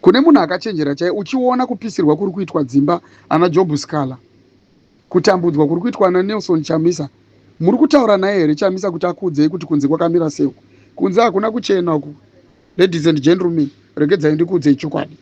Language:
Shona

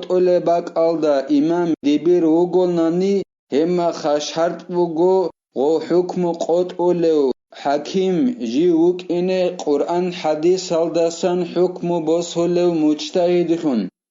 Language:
Avaric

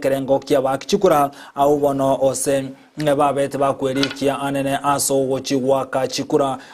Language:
Gusii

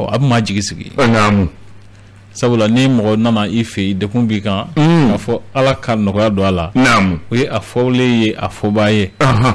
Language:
Bambara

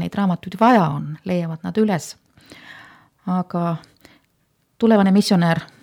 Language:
Estonian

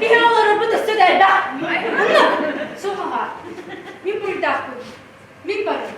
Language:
Yakut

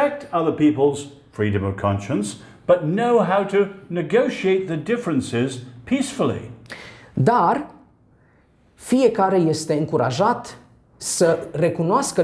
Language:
Romanian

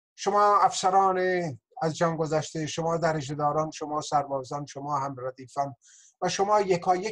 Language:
Persian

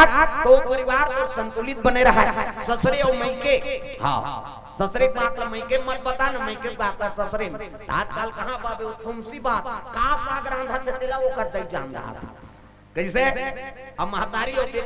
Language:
Chhattisgarhi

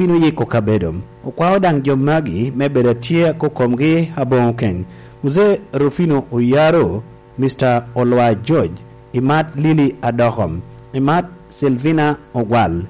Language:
Lango (Uganda)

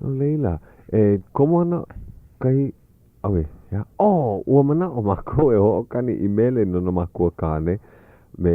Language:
Hawaiian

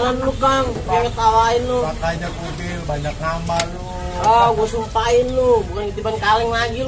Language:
Betawi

